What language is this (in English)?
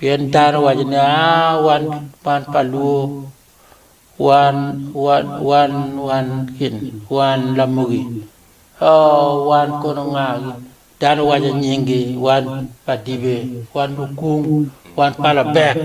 Acoli